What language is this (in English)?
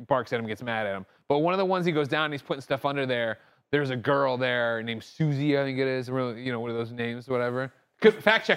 English